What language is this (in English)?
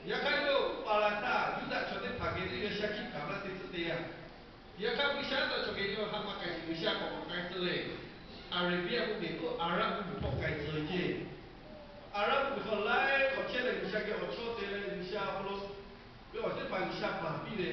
Lahu